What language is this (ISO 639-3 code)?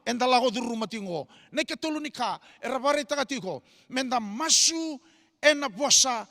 fij